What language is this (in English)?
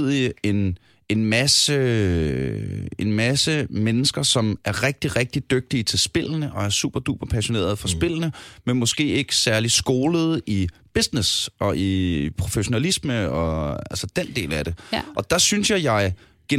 Danish